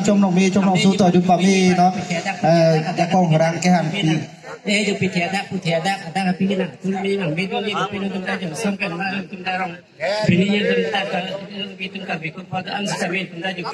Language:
Karbi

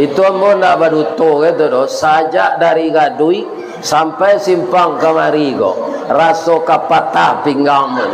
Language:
Minangkabau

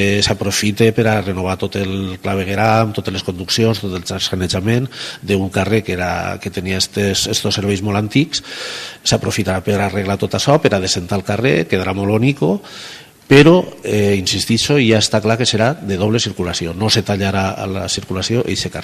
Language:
Catalan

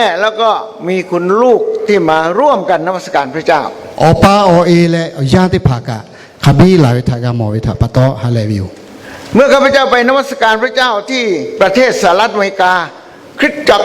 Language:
Lahu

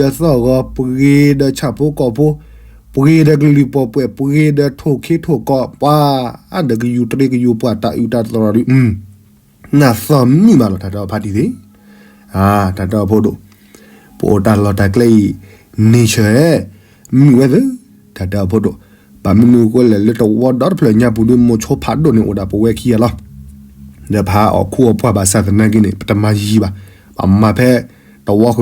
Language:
S'gaw Karen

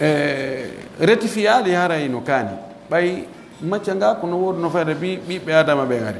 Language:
Pular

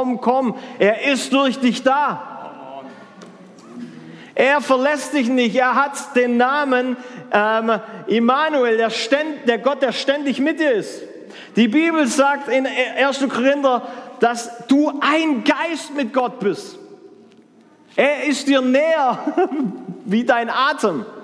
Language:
German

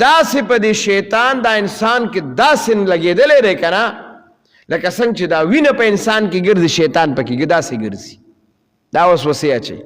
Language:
Pashto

